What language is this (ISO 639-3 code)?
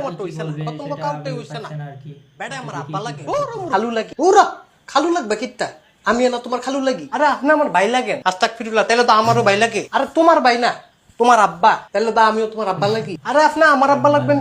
syl